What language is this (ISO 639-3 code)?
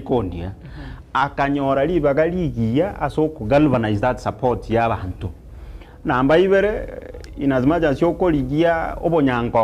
guz